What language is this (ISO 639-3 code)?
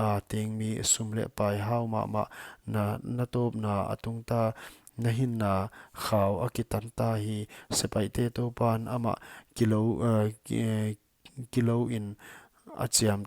pck